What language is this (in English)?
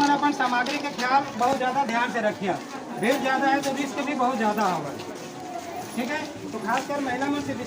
Chhattisgarhi